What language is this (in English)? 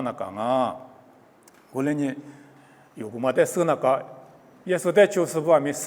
Lisu